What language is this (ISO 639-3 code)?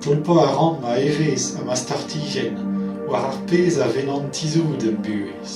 bre